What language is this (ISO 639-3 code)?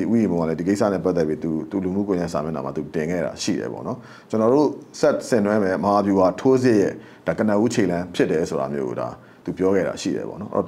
mya